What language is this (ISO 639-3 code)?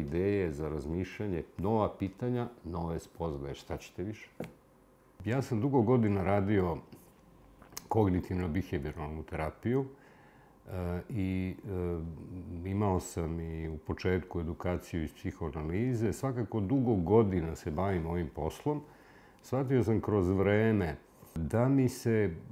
srp